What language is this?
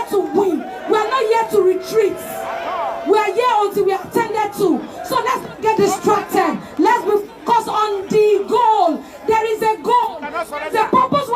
Nigerian Pidgin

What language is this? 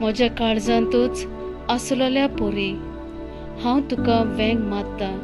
Konkani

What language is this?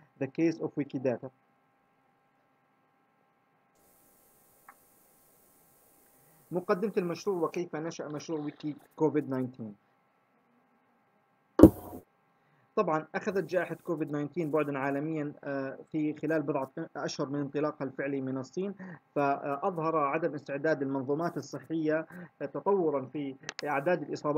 Arabic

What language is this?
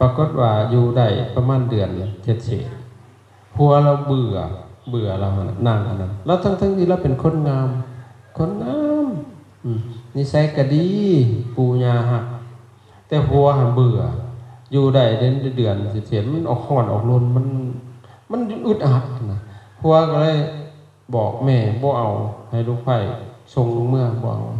Lao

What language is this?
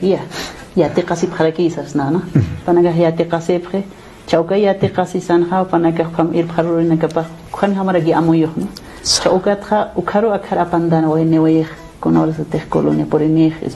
Aymara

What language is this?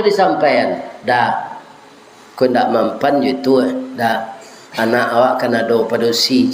Minangkabau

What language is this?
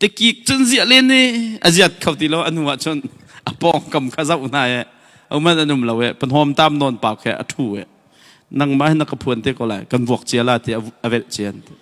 Hakha Chin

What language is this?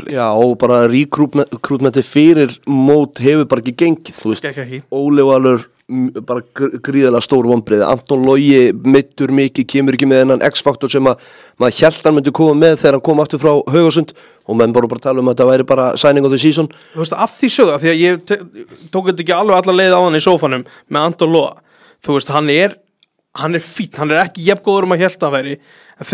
Icelandic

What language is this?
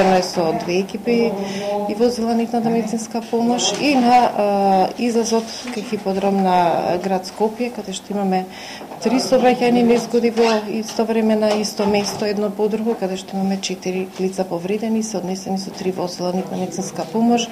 Macedonian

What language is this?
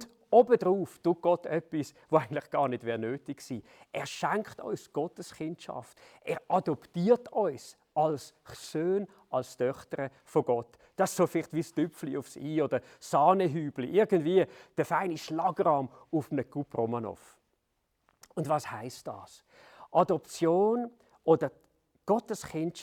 Swiss German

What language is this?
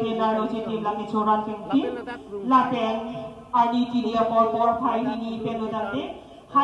Karbi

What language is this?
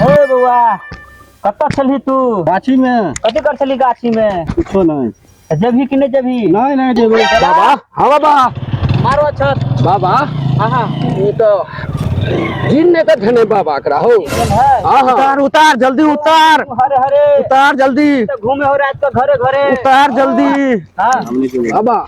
Maithili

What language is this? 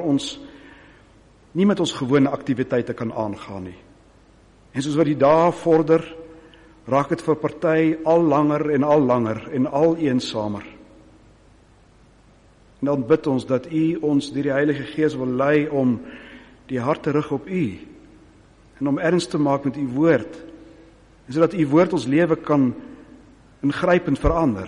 Afrikaans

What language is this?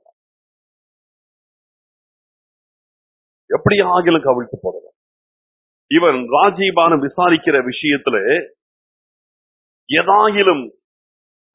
Tamil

